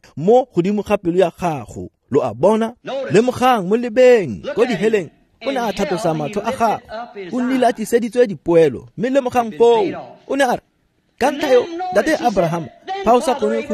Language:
Tswana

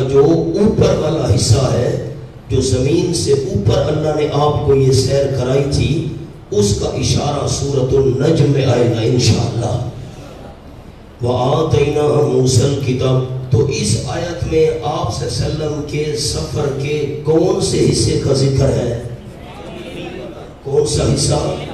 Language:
Urdu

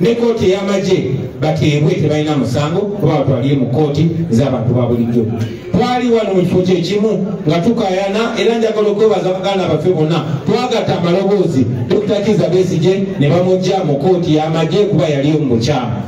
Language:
Ganda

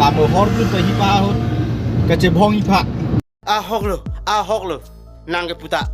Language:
Karbi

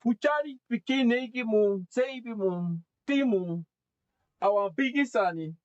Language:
Sranan Tongo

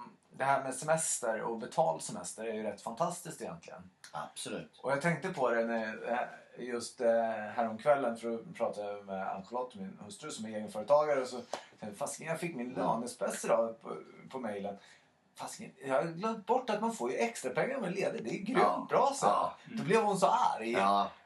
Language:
Swedish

